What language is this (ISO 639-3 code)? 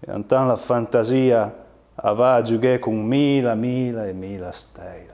pms